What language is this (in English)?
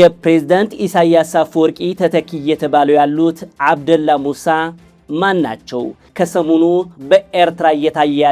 Amharic